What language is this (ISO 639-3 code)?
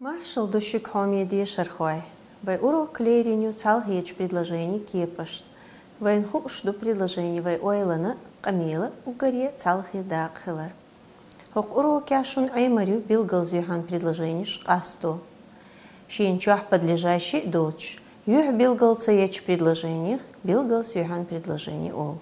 che